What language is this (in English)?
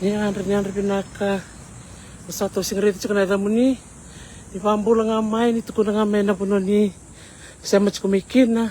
Fijian